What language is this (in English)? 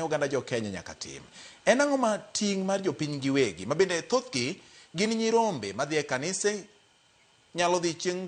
Luo (Kenya and Tanzania)